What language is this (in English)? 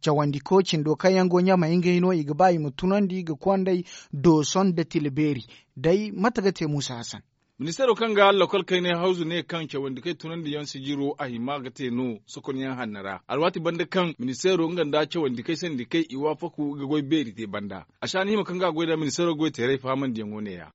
Zarma